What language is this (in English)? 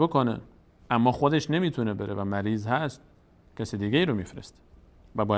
Persian